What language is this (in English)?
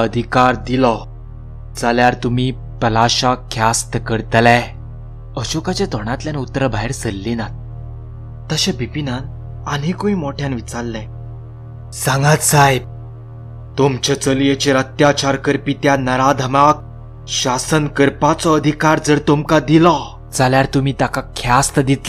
Konkani